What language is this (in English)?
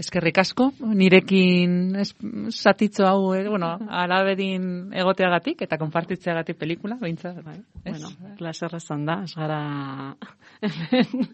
Basque